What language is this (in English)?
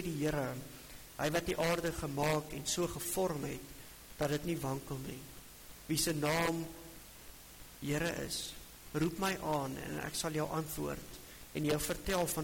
Afrikaans